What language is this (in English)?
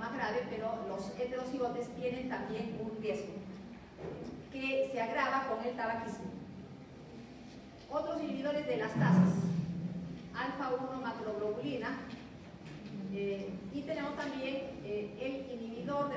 Spanish